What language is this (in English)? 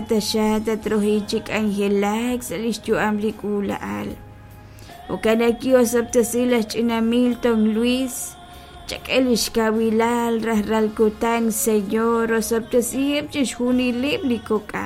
Kekchí